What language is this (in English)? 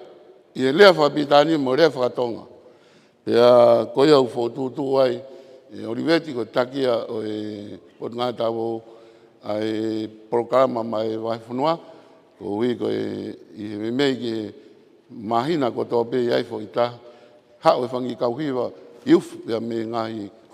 Tongan